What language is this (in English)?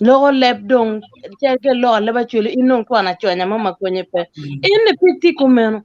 Acoli